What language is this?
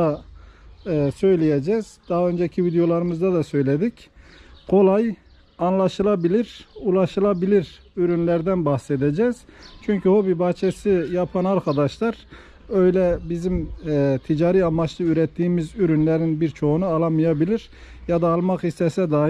Turkish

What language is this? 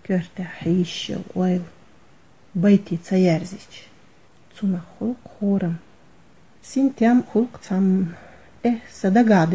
Chechen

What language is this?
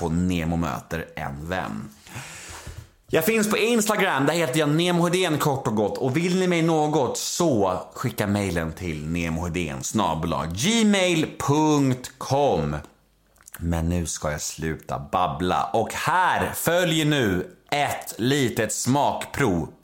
Swedish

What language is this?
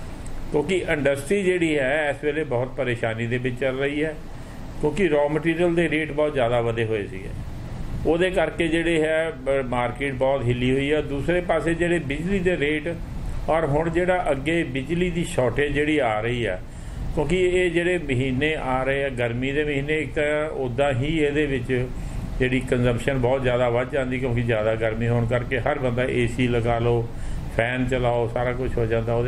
Punjabi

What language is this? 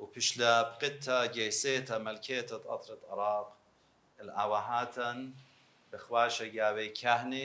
Assyrian Neo-Aramaic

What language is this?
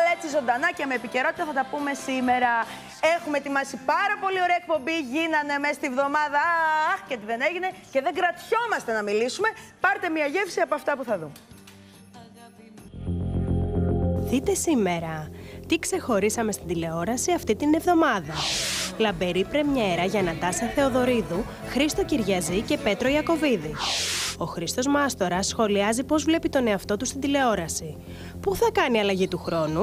Greek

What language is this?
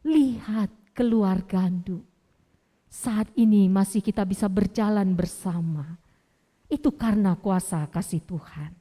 Batak Karo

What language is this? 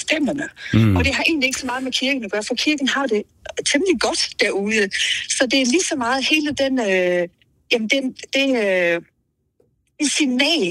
Danish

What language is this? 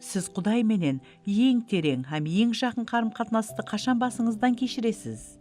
Kara-Kalpak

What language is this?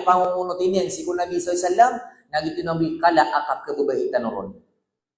Maranao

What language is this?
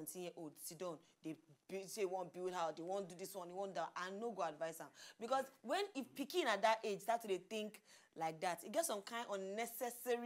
Nigerian Pidgin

